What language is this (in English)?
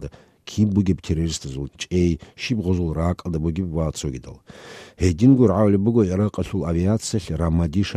Avaric